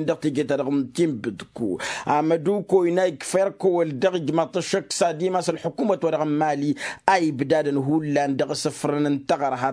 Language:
Tamasheq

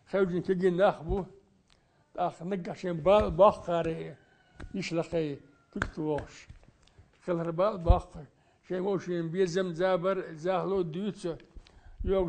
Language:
Chechen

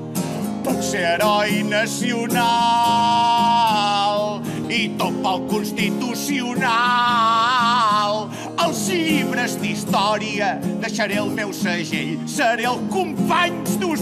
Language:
Catalan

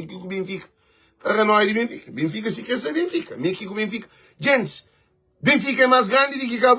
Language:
Kabuverdianu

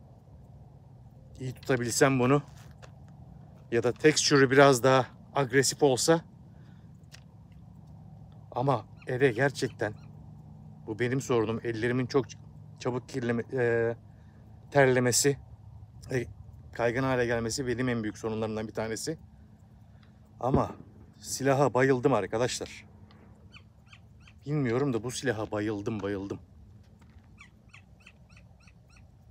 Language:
Turkish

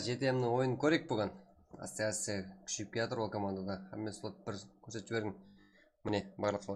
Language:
Kara-Kalpak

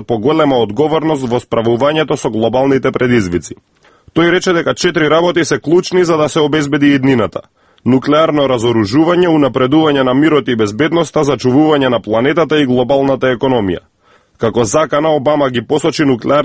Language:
Macedonian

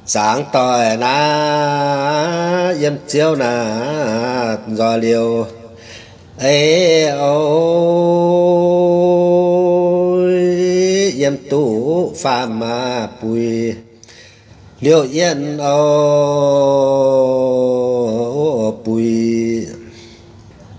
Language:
Vietnamese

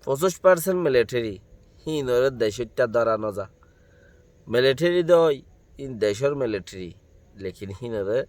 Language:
Rohingya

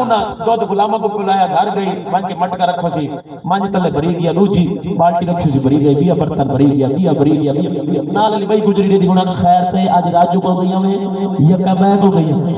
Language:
Saraiki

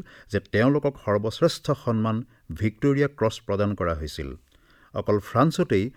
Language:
Assamese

